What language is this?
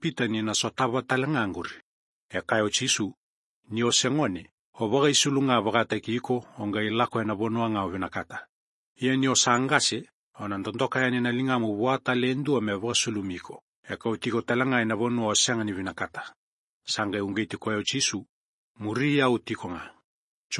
Fijian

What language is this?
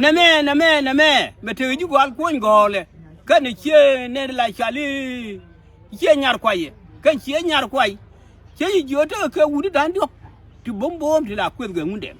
Nuer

